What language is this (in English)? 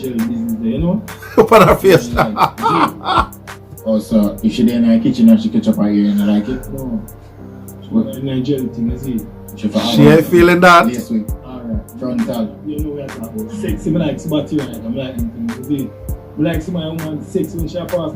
Jamaican Creole English